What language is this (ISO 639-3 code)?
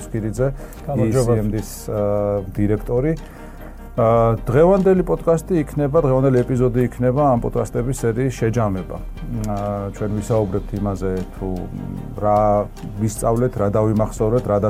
kat